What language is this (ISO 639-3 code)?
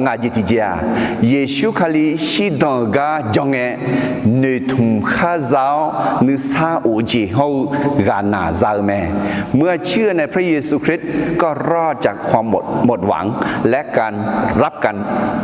ahk